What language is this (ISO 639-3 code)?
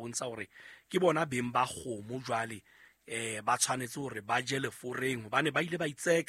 sot